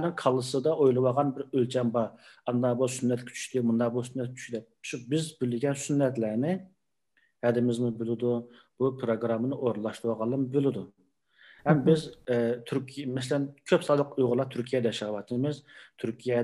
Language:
Uyghur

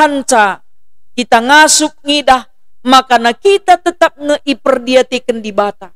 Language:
Batak Karo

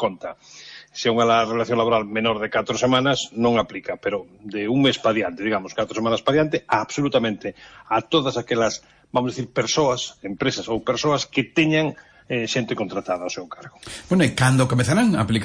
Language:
Galician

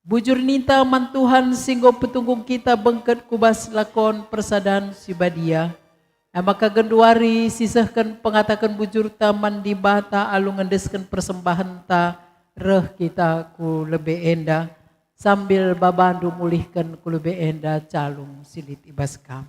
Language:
Batak Karo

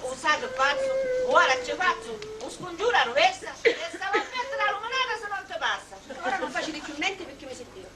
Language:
Sicilian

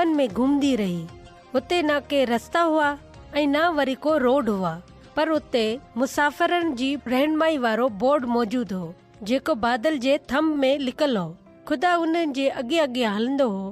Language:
Sindhi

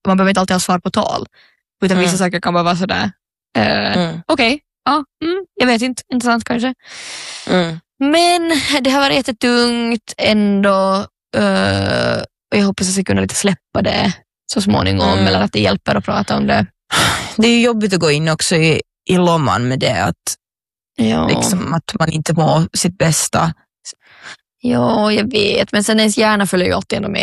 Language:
Swedish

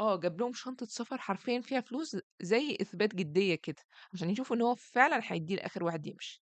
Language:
Egyptian Arabic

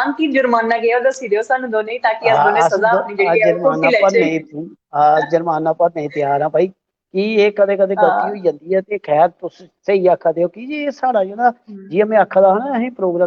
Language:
Dogri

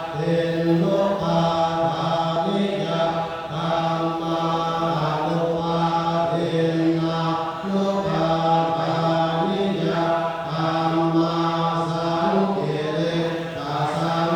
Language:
Pali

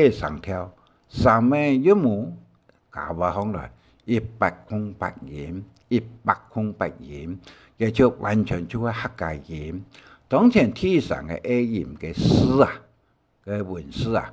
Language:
Hakka Chinese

